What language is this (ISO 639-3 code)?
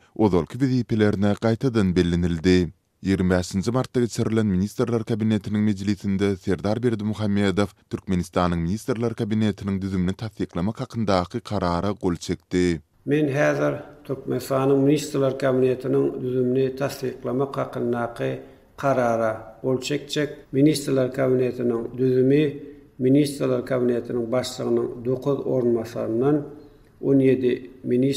tuk